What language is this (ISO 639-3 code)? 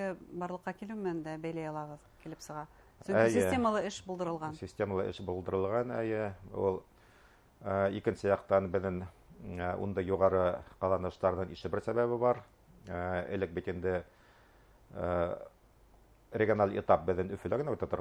bak